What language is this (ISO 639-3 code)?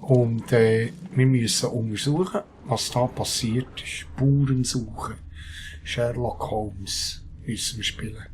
gsw